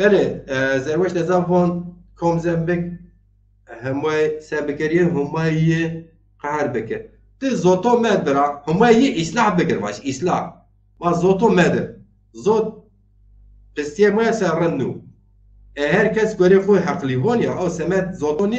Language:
Zaza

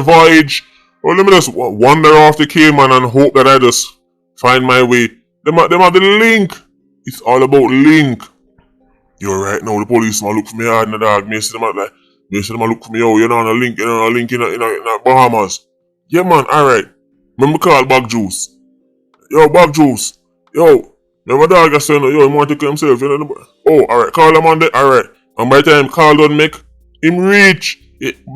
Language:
Jamaican Creole English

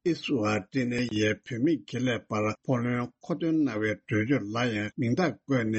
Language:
Tibetan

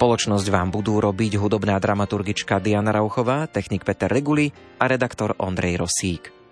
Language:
Slovak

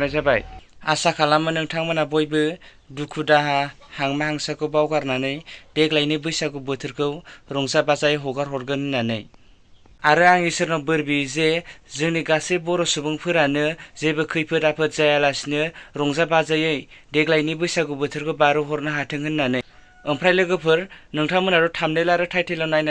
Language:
Bodo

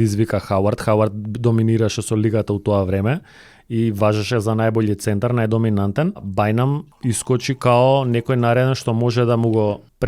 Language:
Macedonian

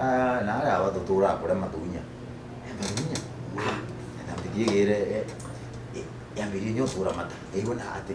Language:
Meru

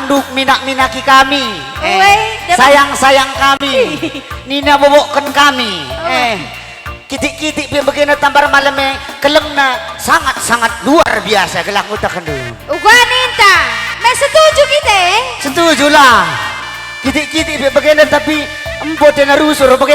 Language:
Batak Karo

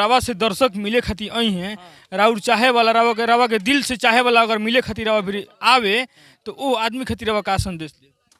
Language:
Bhojpuri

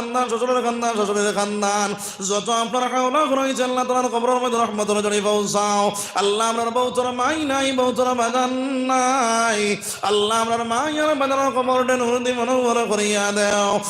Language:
Sylheti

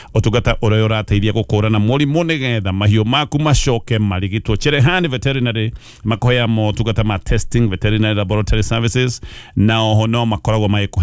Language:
Kikuyu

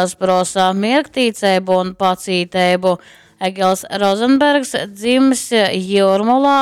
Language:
Latgalian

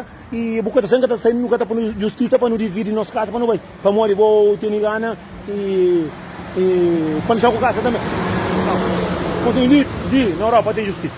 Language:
Kabuverdianu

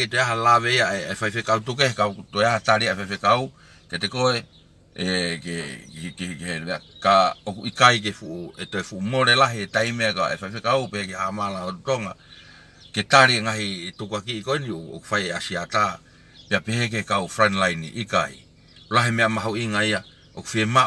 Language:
Tongan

